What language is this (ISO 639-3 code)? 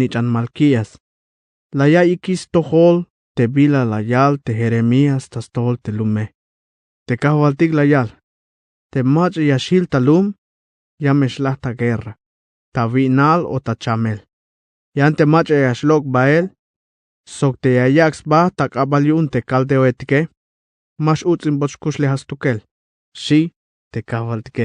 tzh